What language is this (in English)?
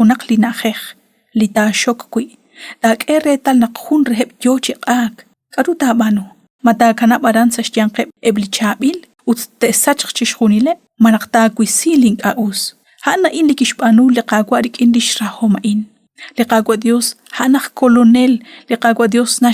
Kekchí